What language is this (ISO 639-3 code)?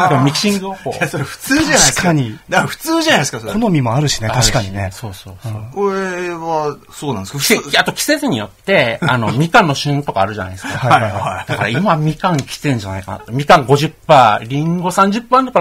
jpn